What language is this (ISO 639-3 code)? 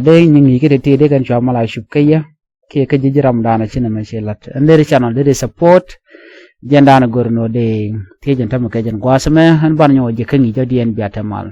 nus